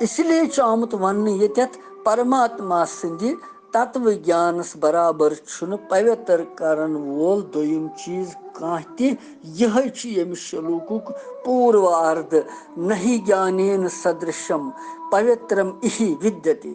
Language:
Kashmiri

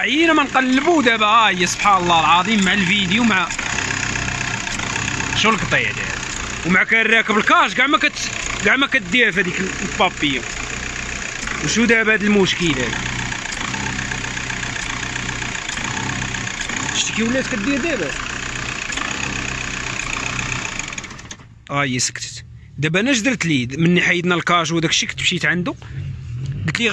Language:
Moroccan Arabic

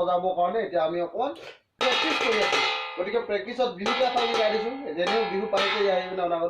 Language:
Assamese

